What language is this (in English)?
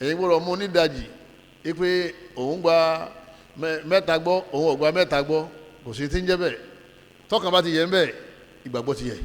Yoruba